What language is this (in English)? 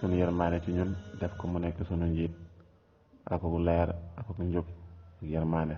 Wolof